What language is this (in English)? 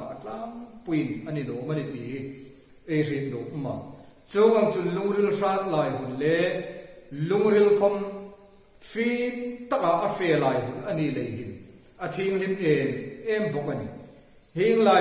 Hmar